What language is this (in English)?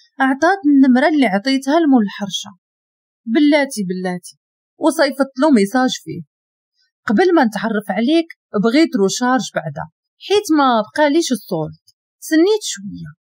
Moroccan Arabic